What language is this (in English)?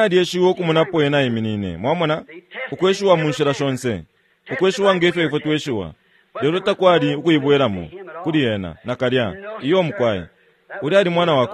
Bemba